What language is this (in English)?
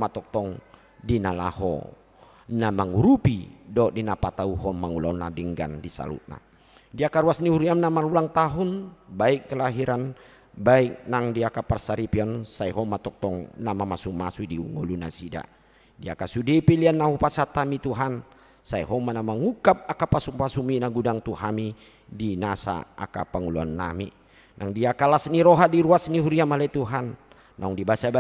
Batak Toba